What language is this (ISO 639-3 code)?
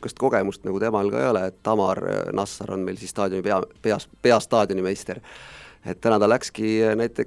est